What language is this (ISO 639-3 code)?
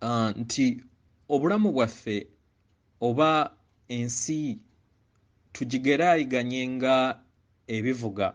lug